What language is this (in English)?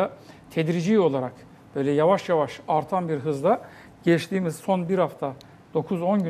Turkish